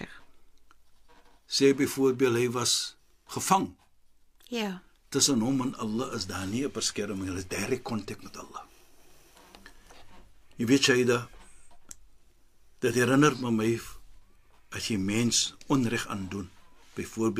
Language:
Afrikaans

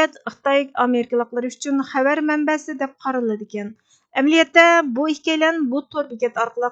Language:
Uyghur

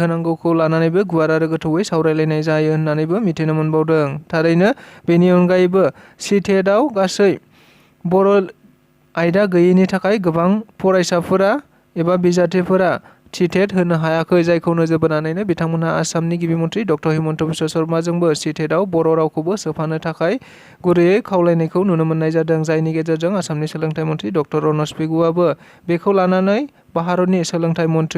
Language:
Bodo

